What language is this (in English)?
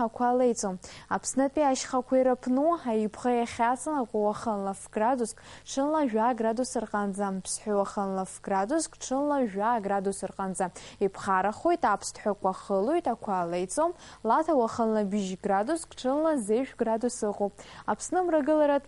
Abkhazian